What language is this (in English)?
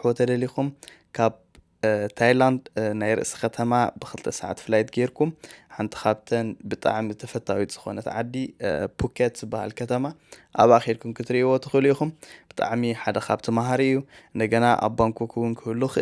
Tigrinya